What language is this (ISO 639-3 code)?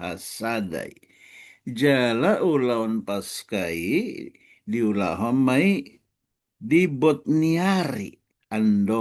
bbc